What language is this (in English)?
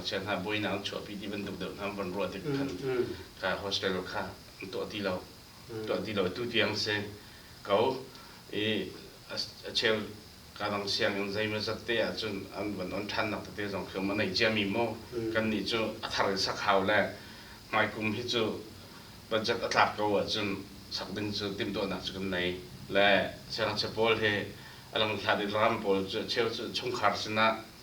Hakha Chin